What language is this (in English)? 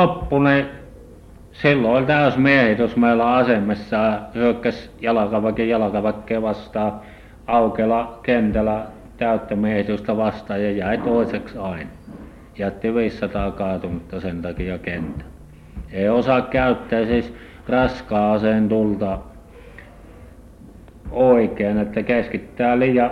Finnish